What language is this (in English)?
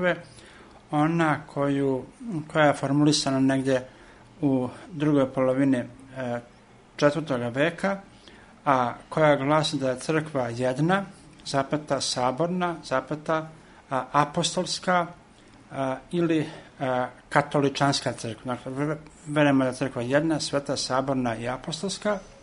Serbian